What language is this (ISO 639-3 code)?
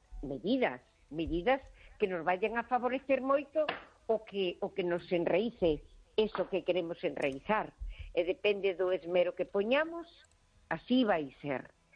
glg